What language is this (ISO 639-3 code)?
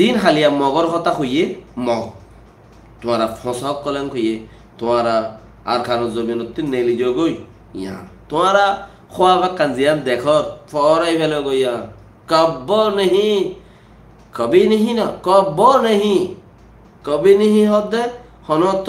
rhg